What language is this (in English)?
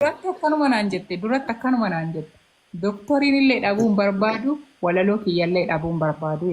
Oromo